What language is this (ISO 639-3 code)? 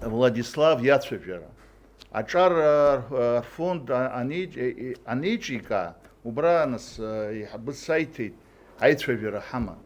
abk